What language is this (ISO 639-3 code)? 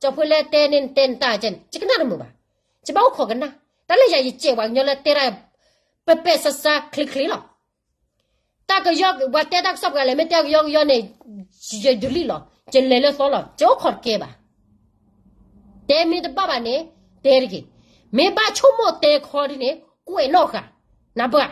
ksw